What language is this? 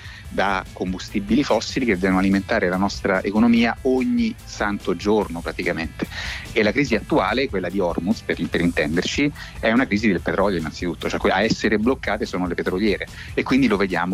Italian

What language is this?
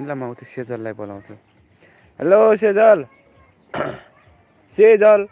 Nepali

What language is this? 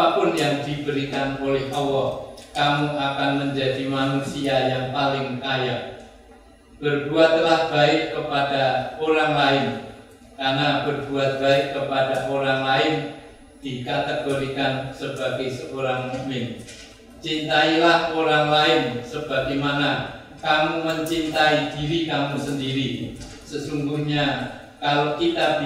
Indonesian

